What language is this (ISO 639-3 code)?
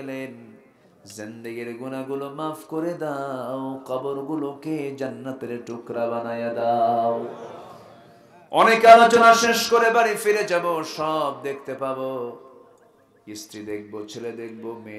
ben